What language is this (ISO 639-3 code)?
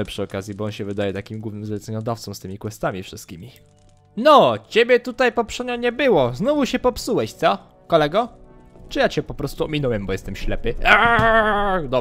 pol